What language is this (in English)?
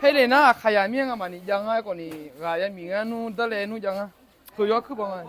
Akha